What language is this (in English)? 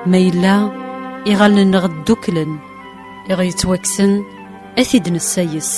Kabyle